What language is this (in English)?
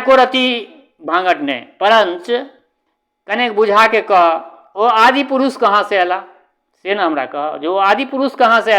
Maithili